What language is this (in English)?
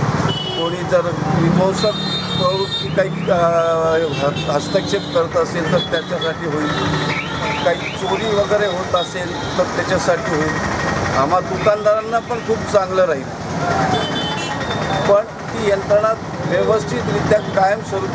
Marathi